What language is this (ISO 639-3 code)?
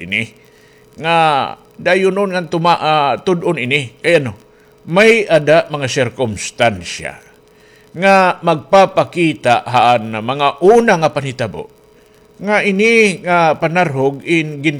war